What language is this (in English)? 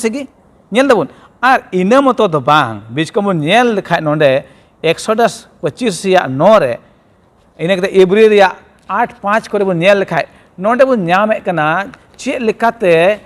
Santali